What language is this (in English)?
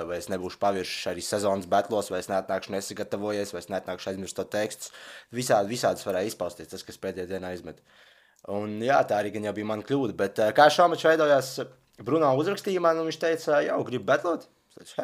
Latvian